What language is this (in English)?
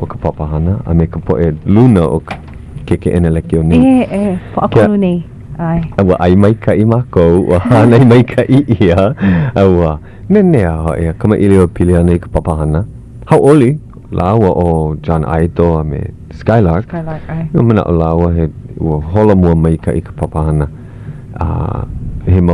Hawaiian